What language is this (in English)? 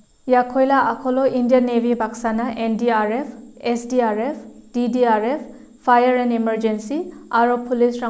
Garo